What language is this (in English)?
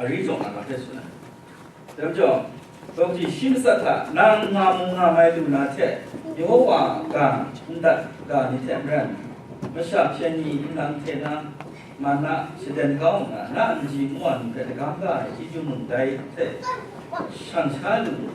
Kachin